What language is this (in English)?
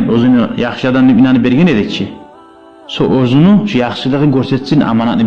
Kumyk